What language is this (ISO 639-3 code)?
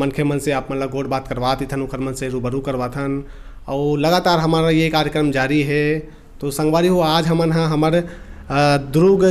hne